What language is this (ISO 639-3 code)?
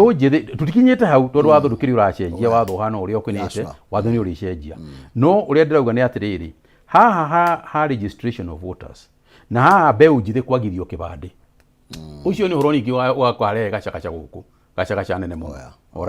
kik